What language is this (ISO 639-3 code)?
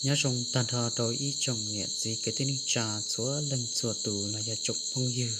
hmn